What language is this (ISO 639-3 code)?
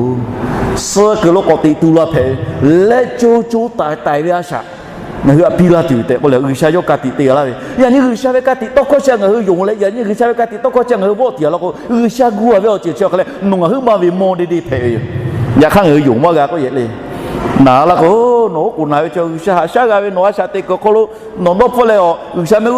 lhu